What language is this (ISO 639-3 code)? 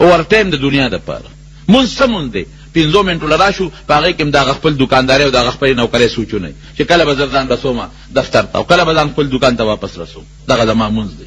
pus